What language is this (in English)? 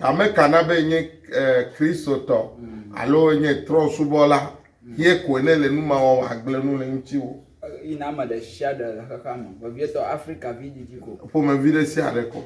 Ewe